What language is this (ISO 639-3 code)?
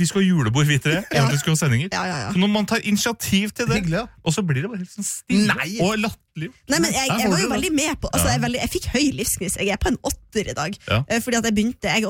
nor